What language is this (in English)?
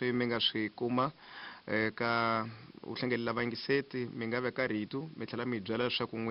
Tsonga